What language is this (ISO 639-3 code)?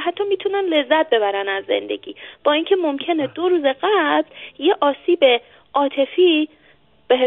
fas